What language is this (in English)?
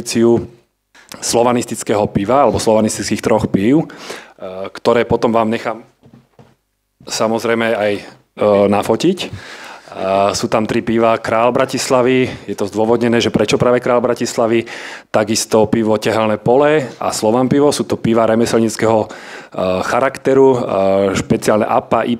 Slovak